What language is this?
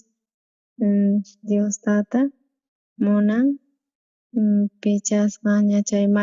South Bolivian Quechua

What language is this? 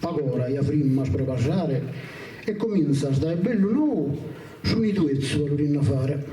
Sardinian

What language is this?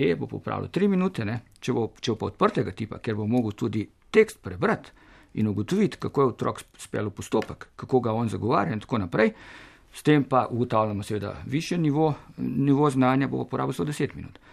Slovenian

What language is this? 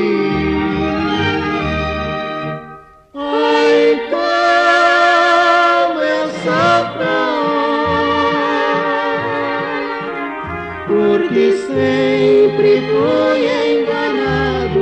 Portuguese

